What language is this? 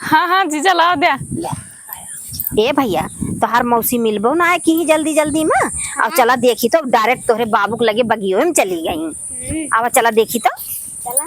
Awadhi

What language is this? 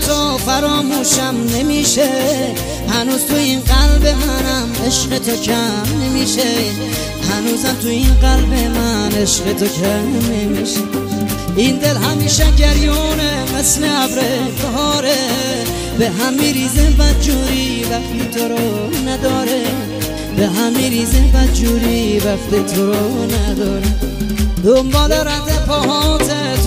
Persian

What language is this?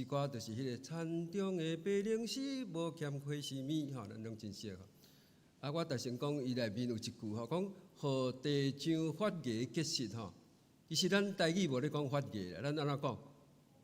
Min Nan Chinese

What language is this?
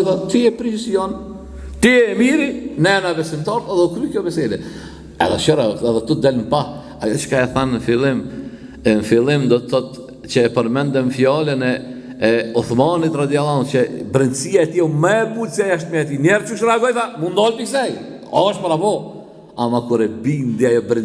Albanian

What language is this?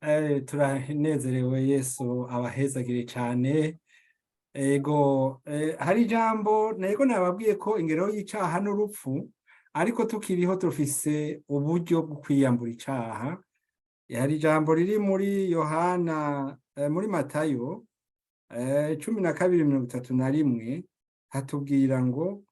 Rundi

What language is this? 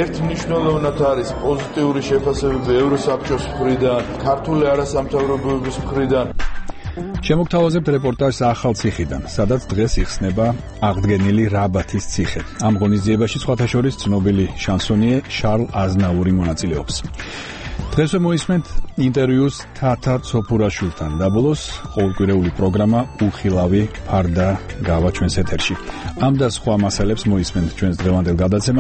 Georgian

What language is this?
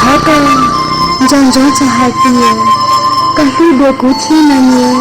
Hmong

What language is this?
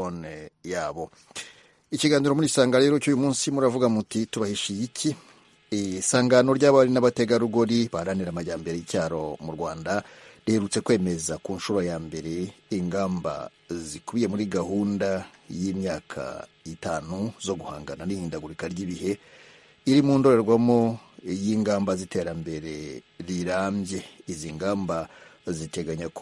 Kinyarwanda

